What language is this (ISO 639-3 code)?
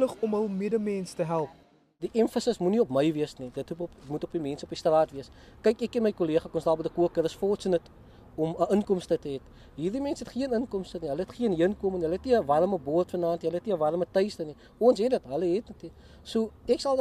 afr